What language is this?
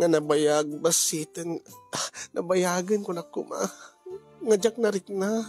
Iloko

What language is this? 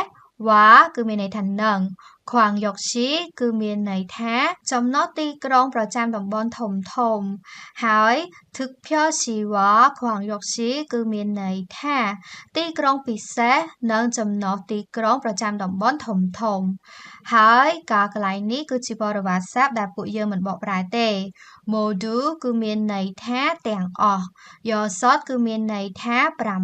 Khmer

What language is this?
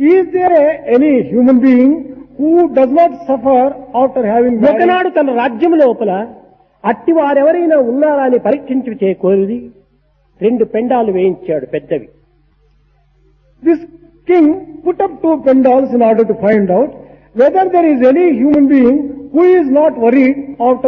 Telugu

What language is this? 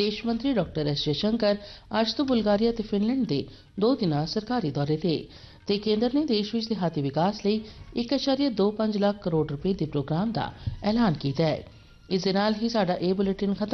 Punjabi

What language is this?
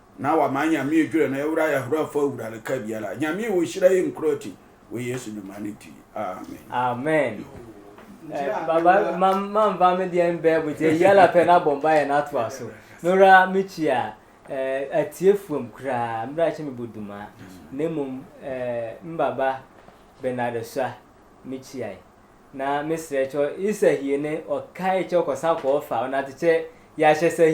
Sehwi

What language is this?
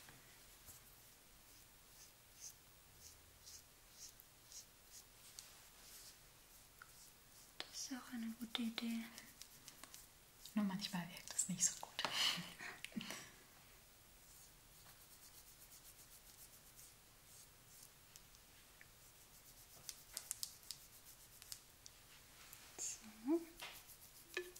German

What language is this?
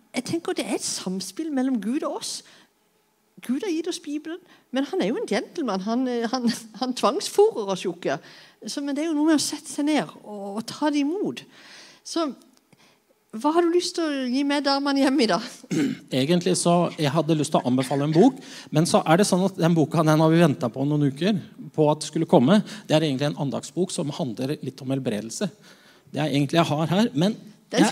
Norwegian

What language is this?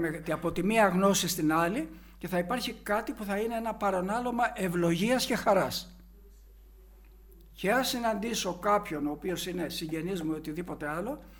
Greek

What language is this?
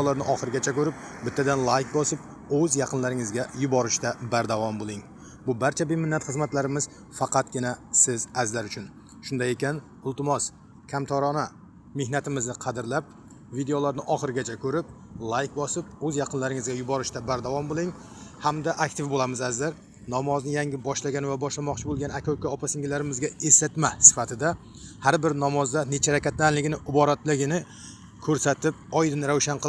Uzbek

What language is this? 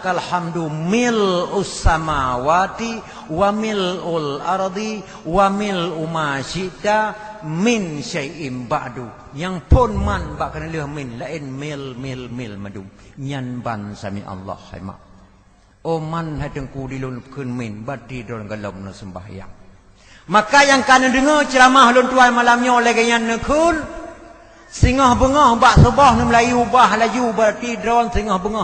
Achinese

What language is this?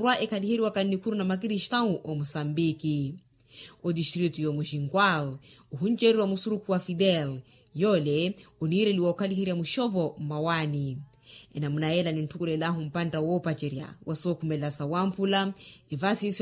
Makhuwa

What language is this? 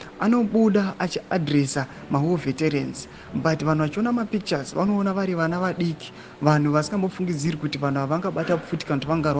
Shona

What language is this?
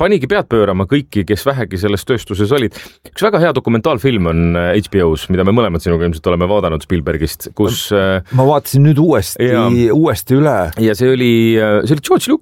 Estonian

